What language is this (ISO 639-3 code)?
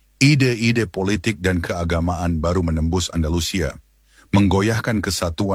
ind